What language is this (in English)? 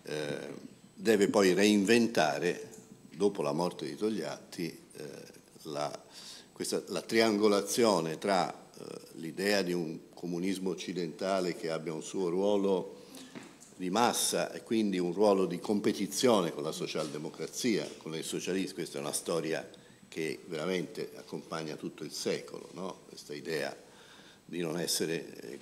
Italian